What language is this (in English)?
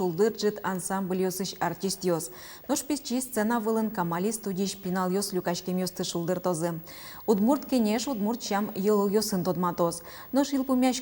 Udmurt